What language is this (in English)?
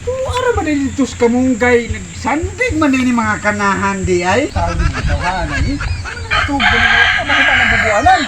Cebuano